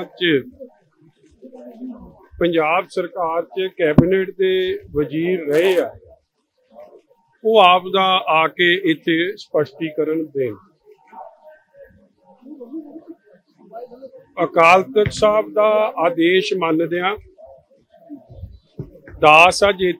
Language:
Punjabi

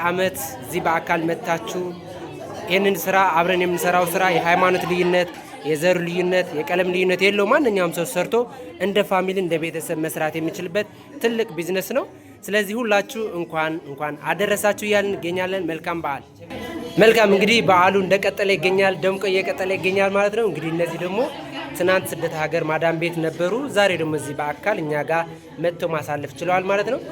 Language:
Amharic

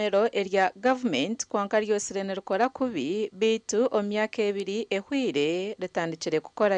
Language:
Nyankole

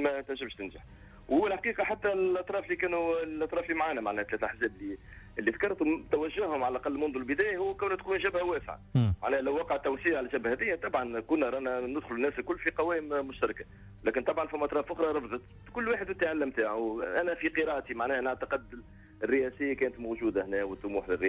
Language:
Tunisian Arabic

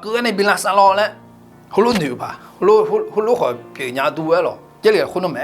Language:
Akha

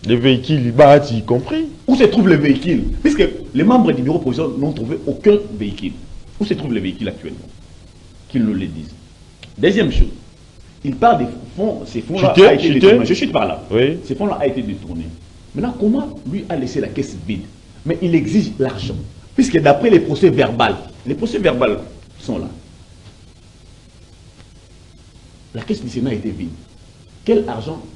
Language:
French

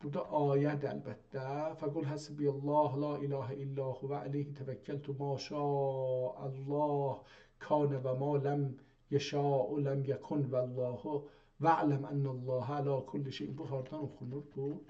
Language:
South Azerbaijani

